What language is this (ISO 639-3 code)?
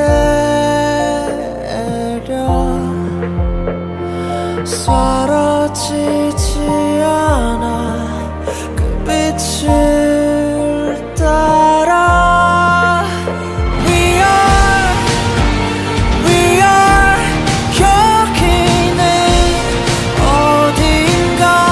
kor